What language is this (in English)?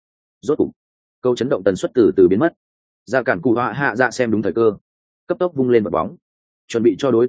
Vietnamese